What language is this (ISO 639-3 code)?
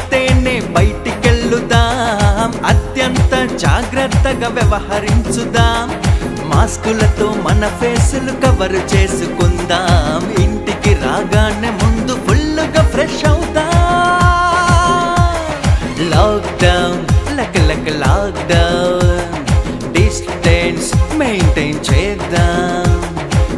tel